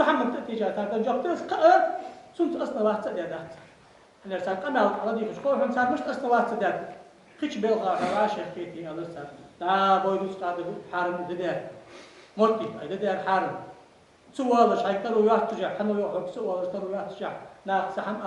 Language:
Ingush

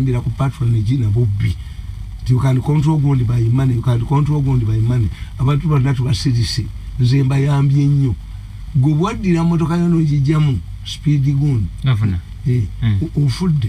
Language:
Ganda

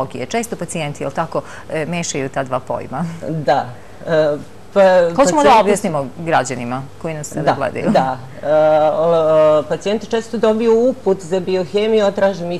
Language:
Serbian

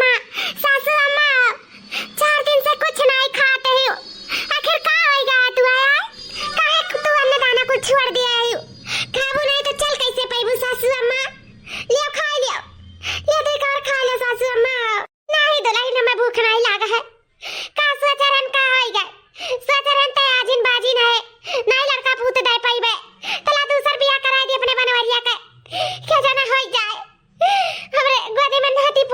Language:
Awadhi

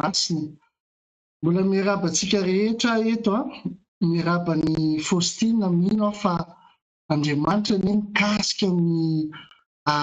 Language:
Malagasy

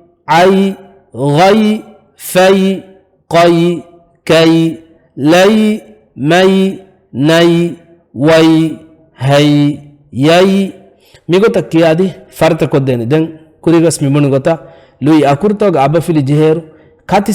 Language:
Divehi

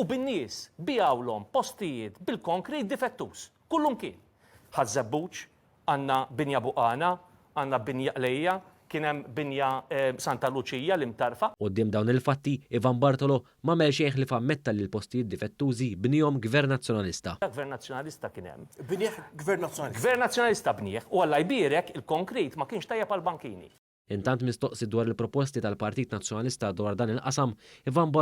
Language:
Maltese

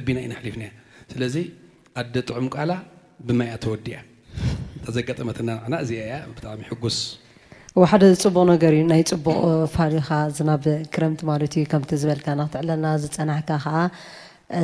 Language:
Tigrinya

